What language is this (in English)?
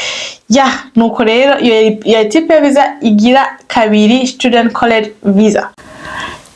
Rundi